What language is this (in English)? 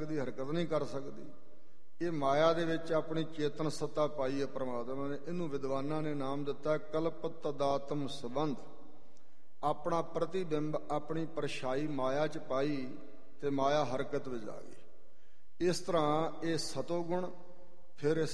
Punjabi